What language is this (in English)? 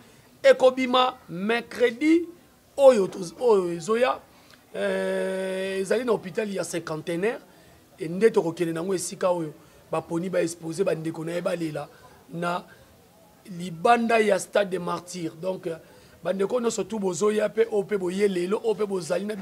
Lingala